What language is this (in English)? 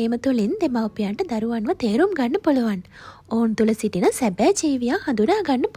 Sinhala